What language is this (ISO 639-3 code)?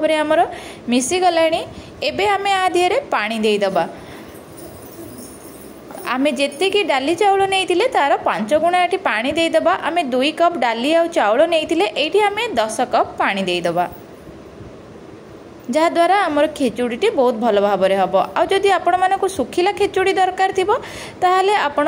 ori